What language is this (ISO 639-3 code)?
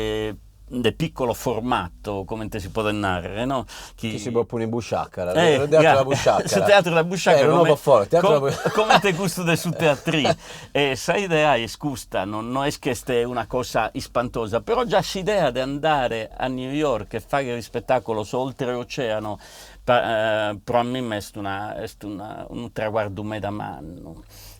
srd